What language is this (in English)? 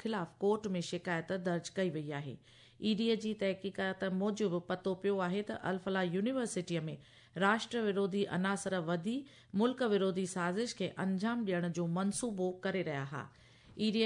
Sindhi